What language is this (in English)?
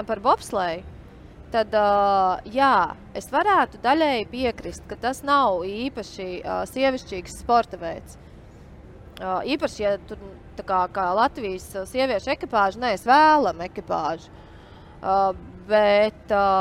Latvian